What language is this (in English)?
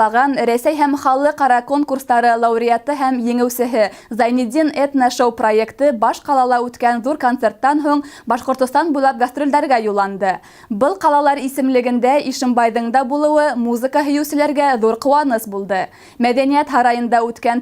Bashkir